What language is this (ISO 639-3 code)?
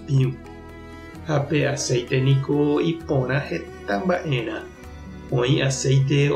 grn